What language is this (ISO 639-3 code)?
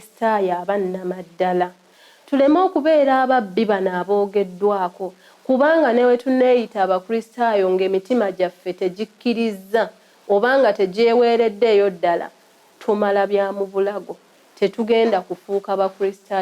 lug